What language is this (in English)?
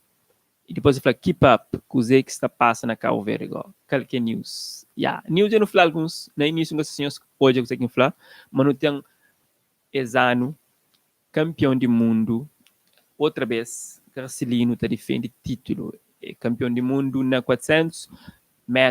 Kabuverdianu